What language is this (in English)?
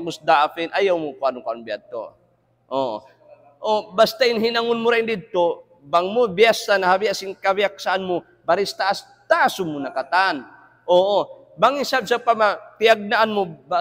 Tausug